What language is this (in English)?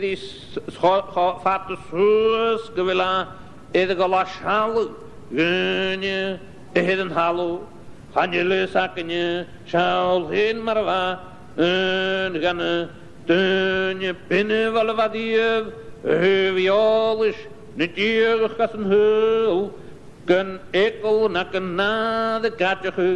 Scottish Gaelic